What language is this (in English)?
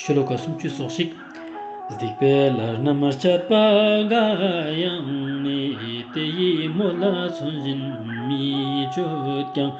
Ladakhi